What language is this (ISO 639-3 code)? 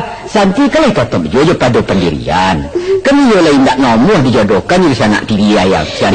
min